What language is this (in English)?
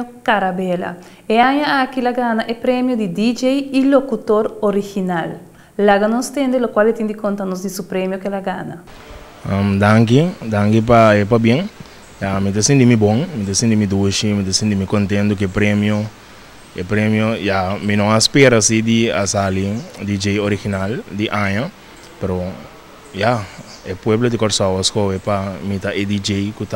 Papiamento